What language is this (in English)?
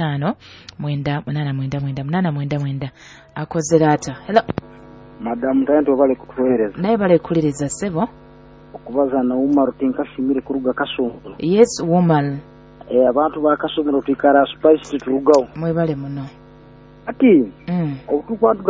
Nyoro